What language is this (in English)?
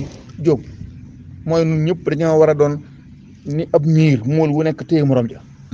Wolof